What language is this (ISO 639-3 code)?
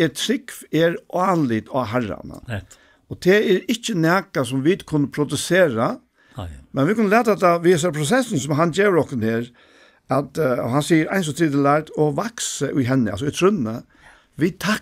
fao